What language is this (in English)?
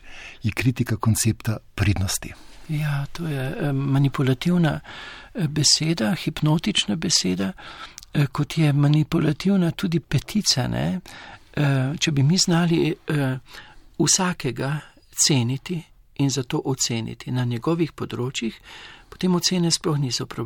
Slovenian